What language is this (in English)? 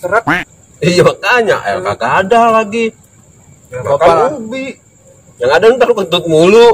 Betawi